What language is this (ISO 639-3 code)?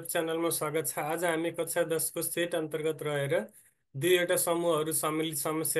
nep